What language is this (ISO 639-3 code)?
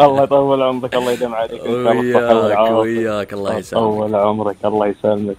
afb